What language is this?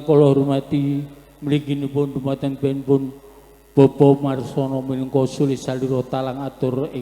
Javanese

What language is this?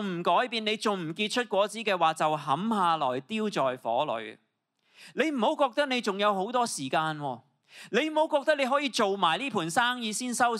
Cantonese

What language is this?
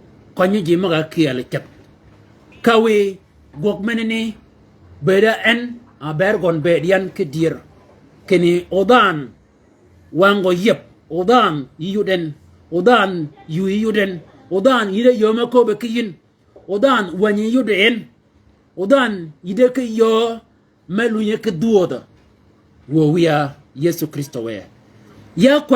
Shilluk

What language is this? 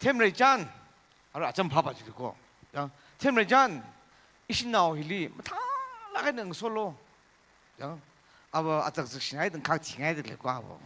Tangkhul Naga (India)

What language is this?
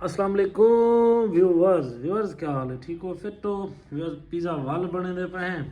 Saraiki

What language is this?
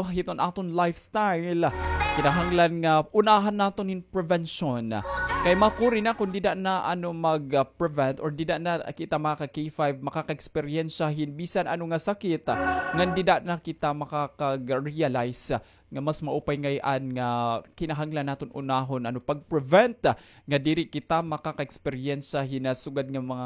Waray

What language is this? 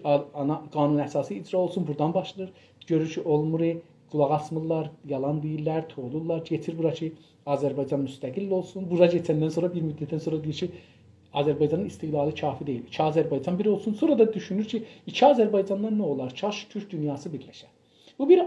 South Azerbaijani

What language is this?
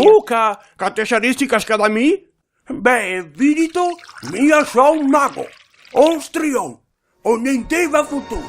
Venetian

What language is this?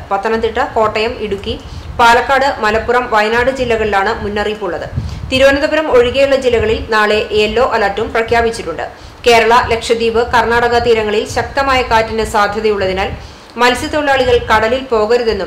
Malayalam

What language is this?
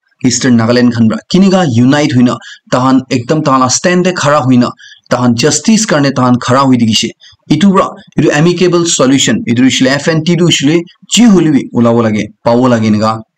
Naga Pidgin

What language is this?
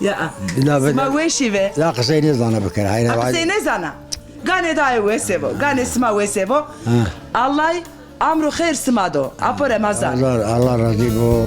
Zaza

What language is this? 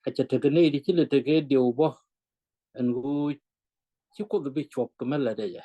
Nuer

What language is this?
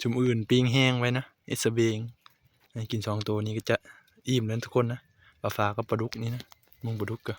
Northeastern Thai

